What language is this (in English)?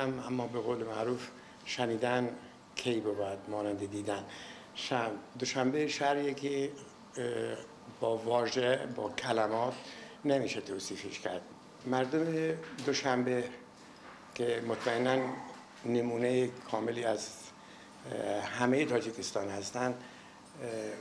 Tajik